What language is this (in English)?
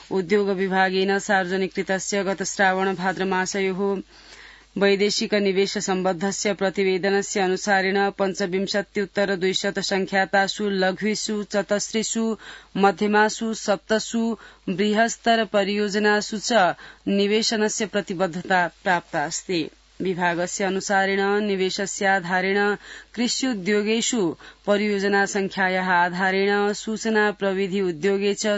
Sanskrit